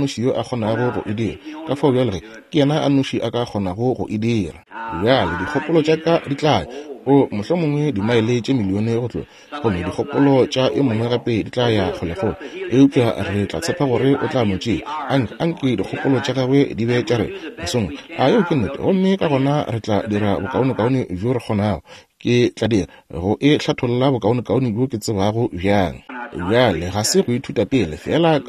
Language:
Northern Sotho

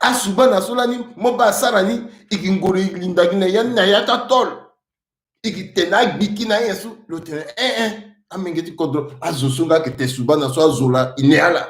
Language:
Sango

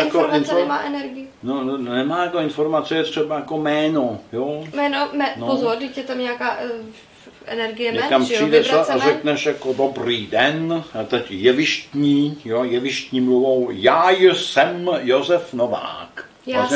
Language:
Czech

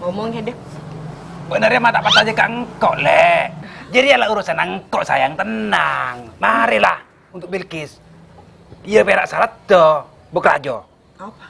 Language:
Madurese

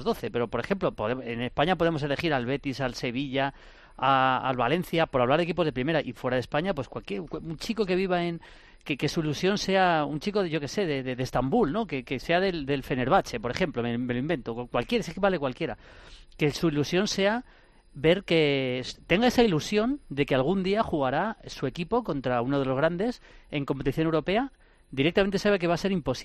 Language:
Spanish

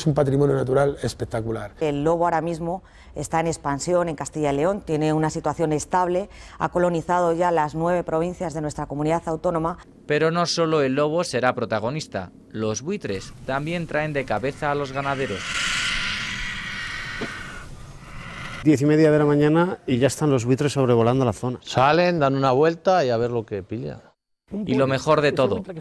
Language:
Spanish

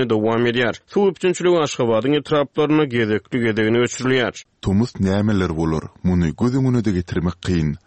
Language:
Turkmen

